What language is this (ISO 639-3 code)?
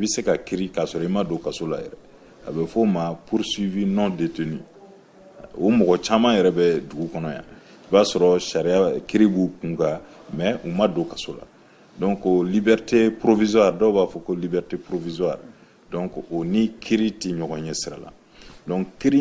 bam